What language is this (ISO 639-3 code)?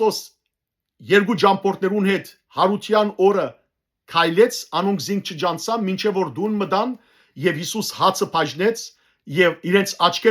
hyw